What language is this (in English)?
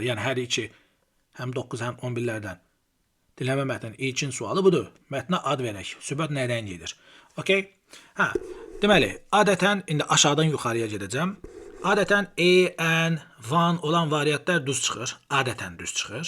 Azerbaijani